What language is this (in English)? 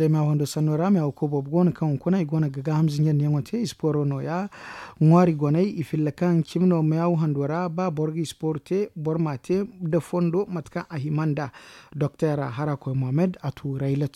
Zarma